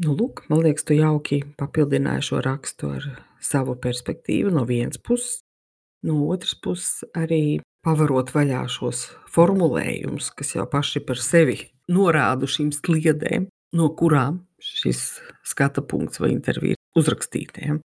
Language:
Latvian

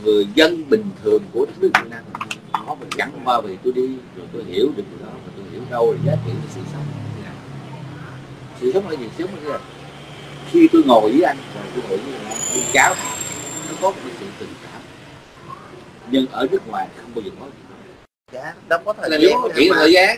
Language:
Vietnamese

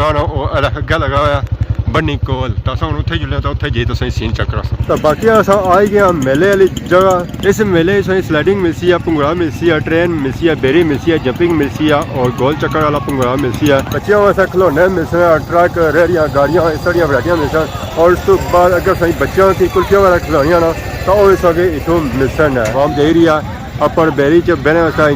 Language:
Pahari-Potwari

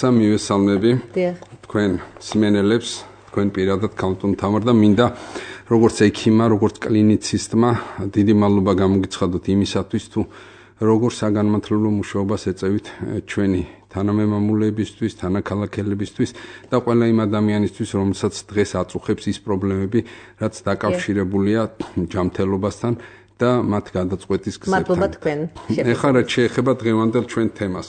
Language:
Georgian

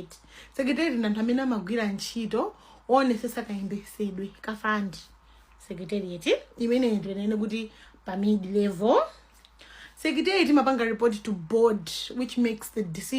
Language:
Nyanja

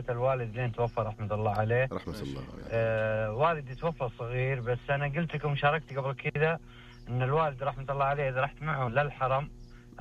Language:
Najdi Arabic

